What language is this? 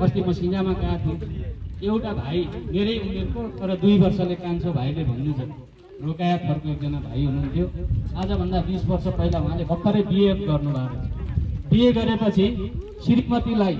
Nepali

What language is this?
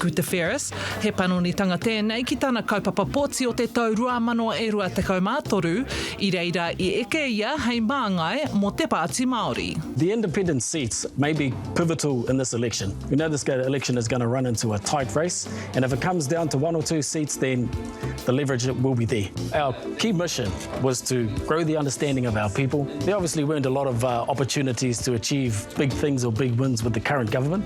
Māori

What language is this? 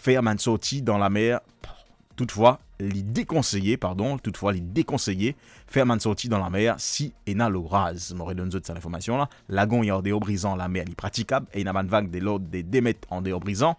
Morisyen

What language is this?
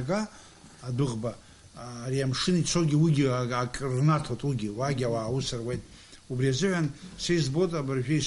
Abkhazian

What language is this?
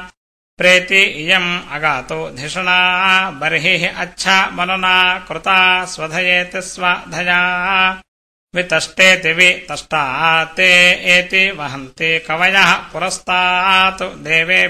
Sanskrit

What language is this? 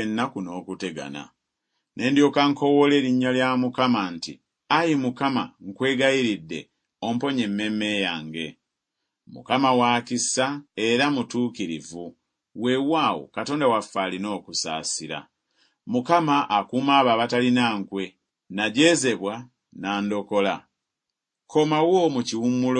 Ganda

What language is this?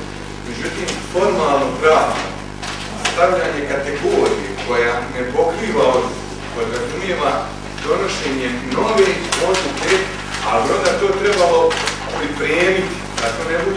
Bosnian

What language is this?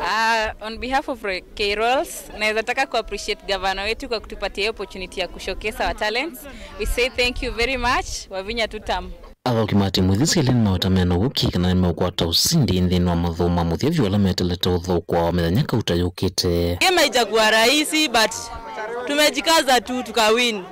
Kamba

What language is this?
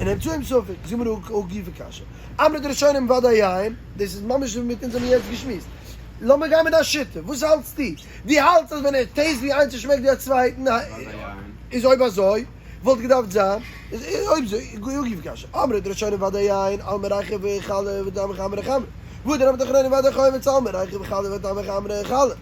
Yiddish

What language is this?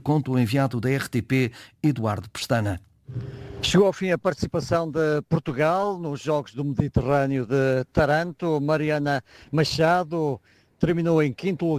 Portuguese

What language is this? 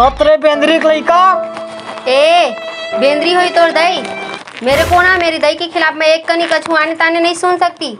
Chhattisgarhi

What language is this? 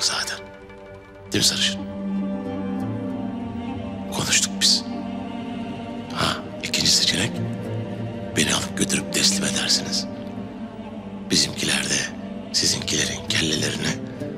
Turkish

